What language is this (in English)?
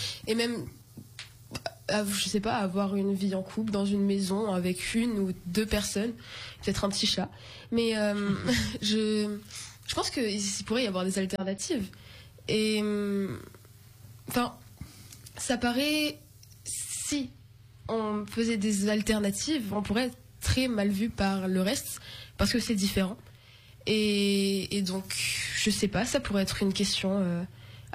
French